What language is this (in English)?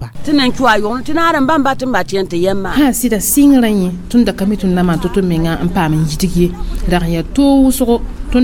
Mossi